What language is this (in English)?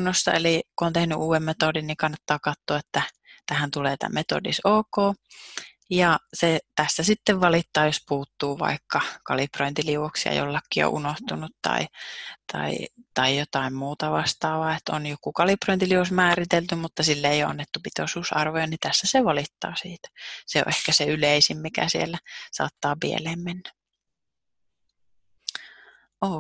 Finnish